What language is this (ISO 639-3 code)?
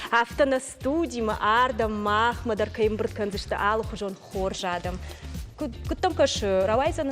oss